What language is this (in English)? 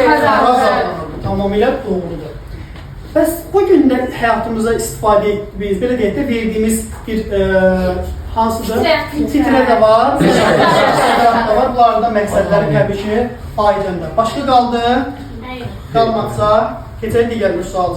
Azerbaijani